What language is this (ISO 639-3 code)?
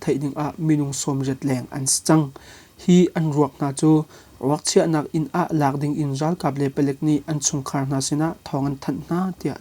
cnh